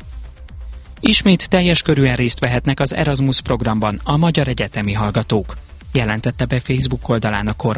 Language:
Hungarian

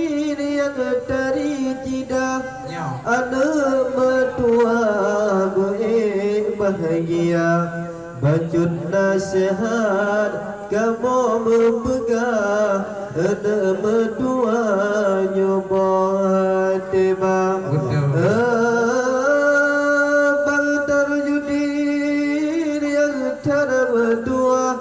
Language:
Achinese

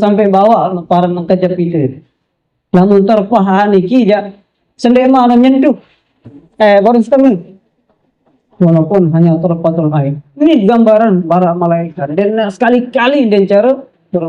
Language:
Sasak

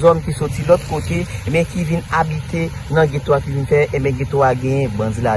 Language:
Haitian Creole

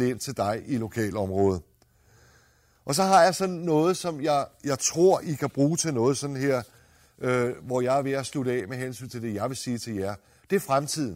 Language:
Danish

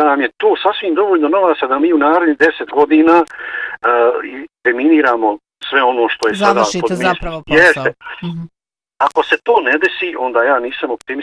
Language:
Bosnian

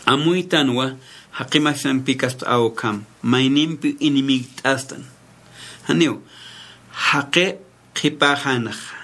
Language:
Aymara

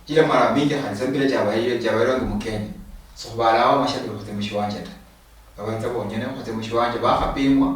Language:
Luyia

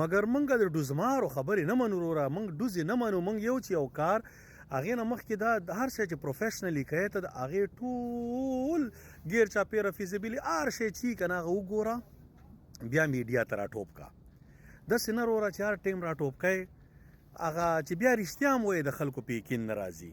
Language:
Pashto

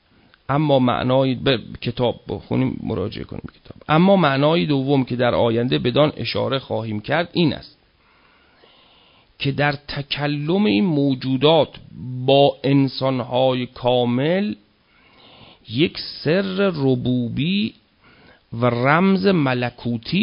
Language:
Persian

